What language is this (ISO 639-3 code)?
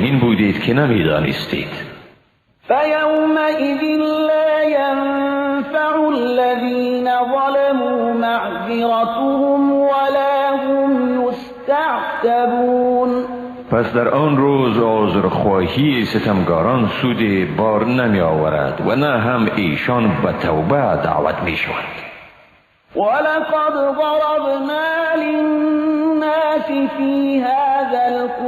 tgk